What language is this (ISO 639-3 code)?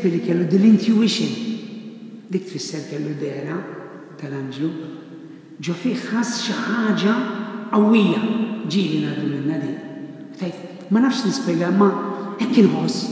mlt